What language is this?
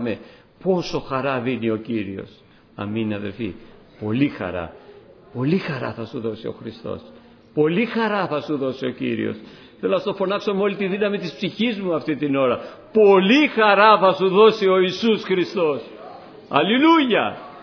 Greek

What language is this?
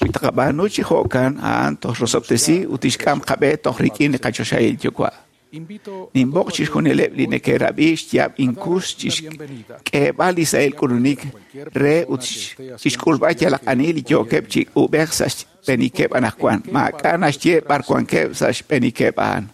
Kekchí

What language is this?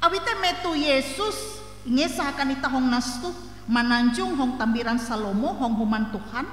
Ngaju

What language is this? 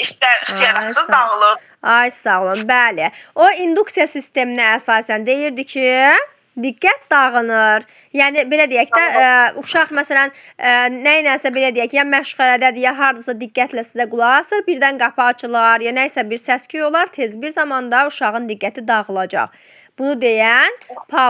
Azerbaijani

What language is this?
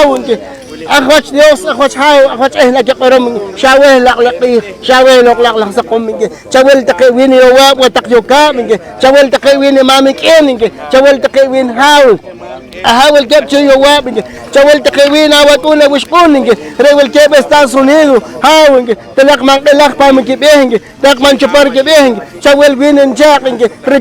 Poqomchi'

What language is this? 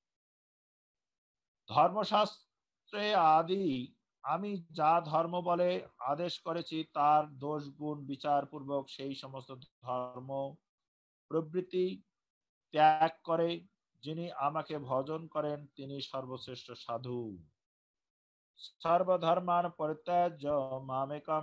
Bangla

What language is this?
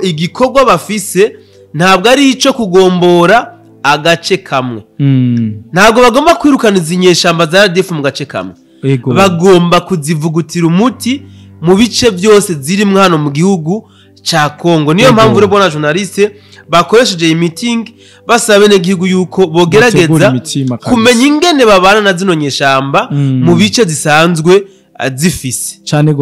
Rundi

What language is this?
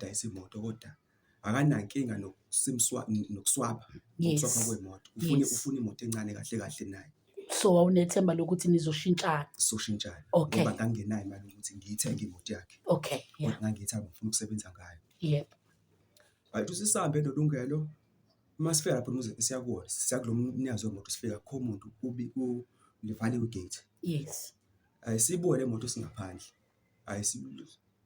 Zulu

